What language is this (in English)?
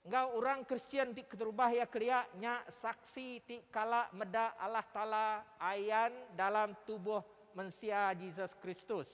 Iban